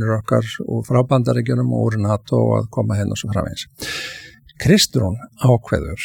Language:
Icelandic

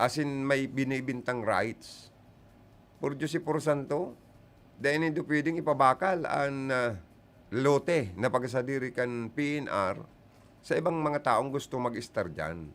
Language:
Bikol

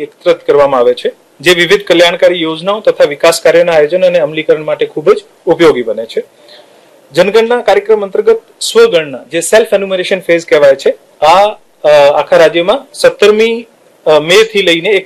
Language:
Gujarati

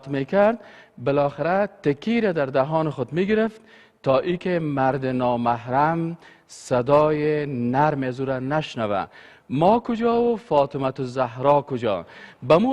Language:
Persian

